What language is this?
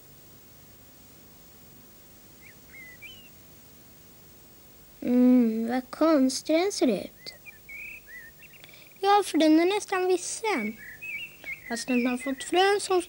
Swedish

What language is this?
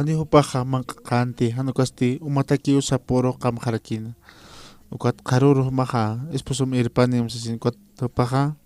Aymara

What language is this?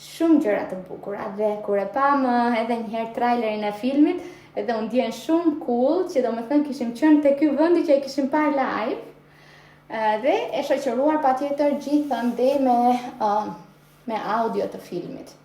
Albanian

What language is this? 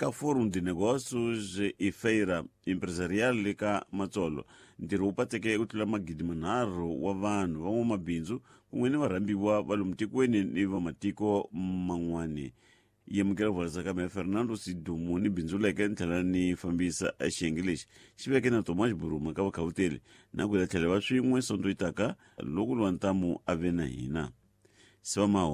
Tsonga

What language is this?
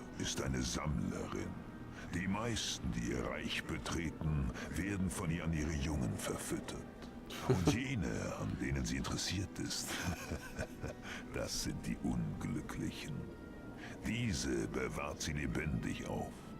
Swiss German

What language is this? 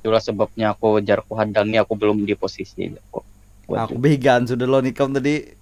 Banjar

